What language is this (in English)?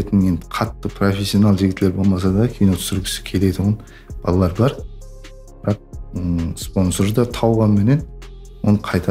Kara-Kalpak